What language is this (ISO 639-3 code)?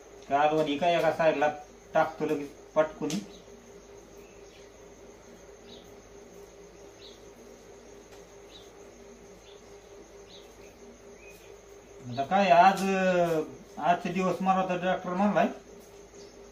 mar